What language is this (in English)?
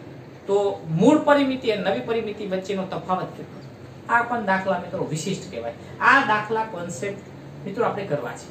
Gujarati